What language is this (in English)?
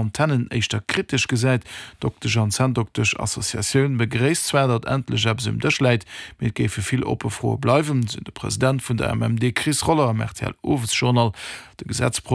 Luxembourgish